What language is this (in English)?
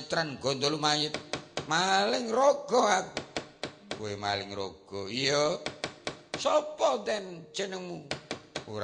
Javanese